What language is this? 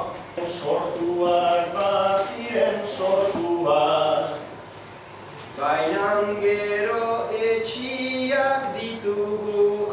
Basque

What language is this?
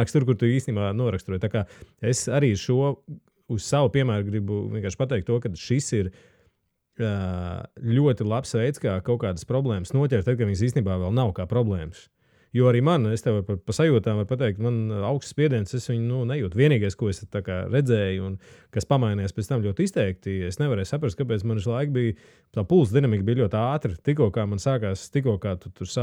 Latvian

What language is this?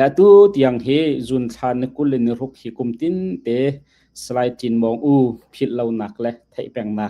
Hakha Chin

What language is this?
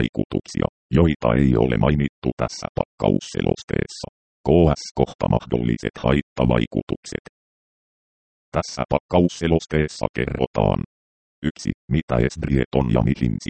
Finnish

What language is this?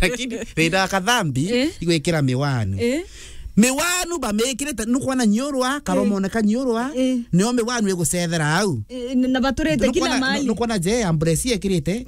Meru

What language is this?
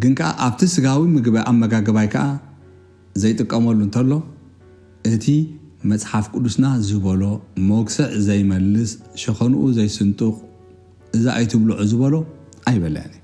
Tigrinya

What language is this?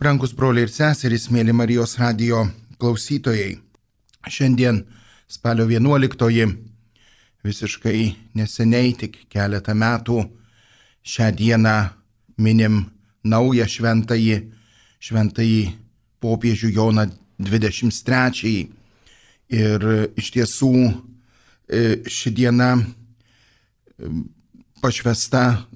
Lithuanian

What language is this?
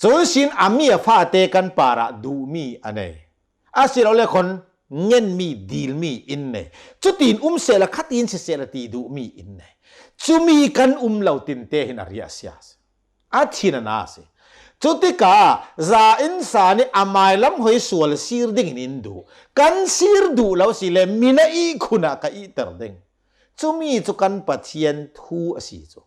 Hakha Chin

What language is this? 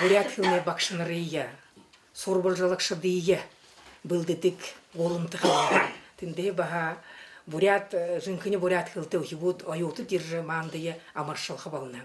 Buriat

